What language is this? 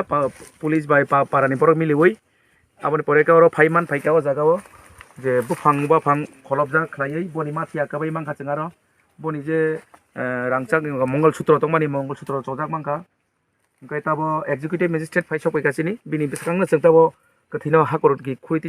Kok Borok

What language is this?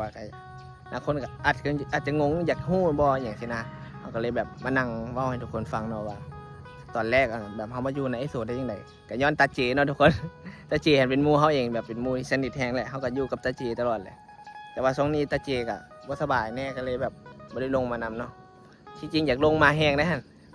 Northeastern Thai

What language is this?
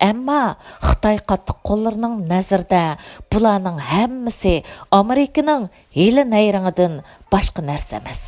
Uyghur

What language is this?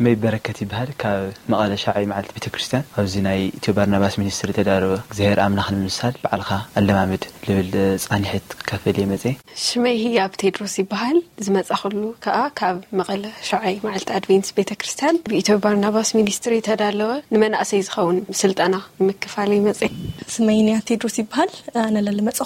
Tigrinya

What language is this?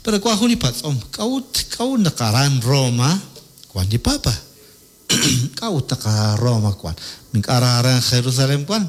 Kekchí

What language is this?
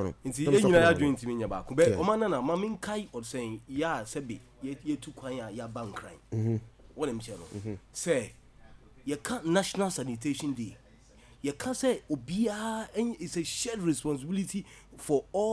Akan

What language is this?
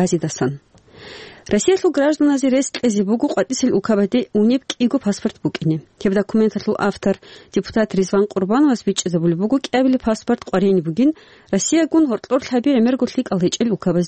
Avaric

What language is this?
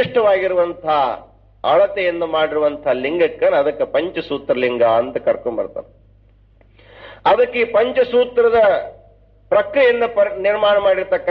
Kannada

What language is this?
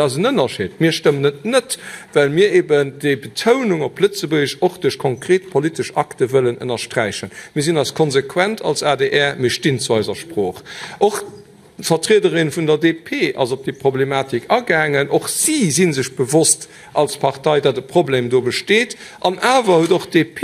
Luxembourgish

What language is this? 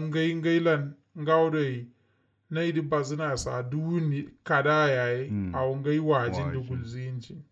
Kanuri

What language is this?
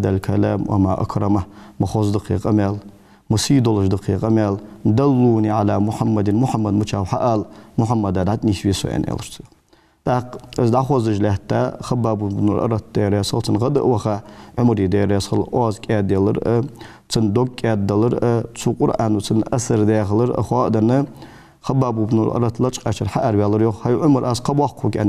Ingush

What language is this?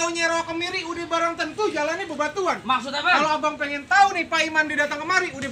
Betawi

